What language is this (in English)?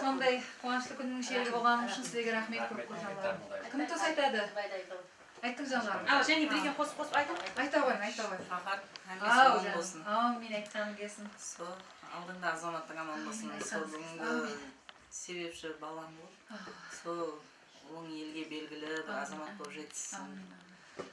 Kara-Kalpak